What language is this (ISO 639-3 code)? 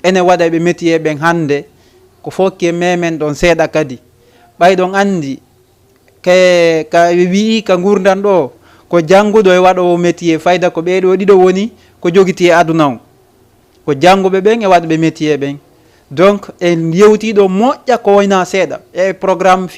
ful